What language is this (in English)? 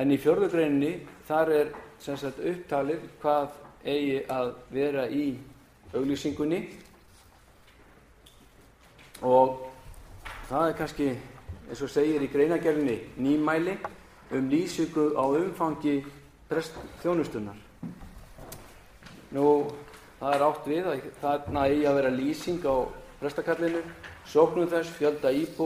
Icelandic